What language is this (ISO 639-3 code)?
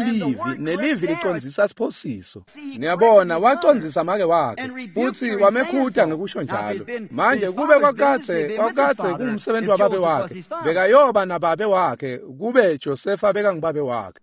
ssw